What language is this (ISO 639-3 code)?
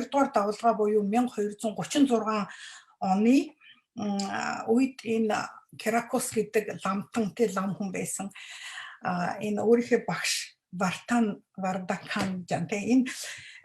mon